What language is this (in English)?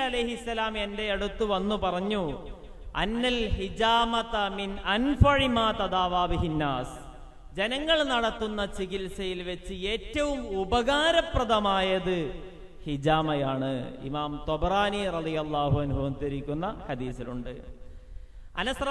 Malayalam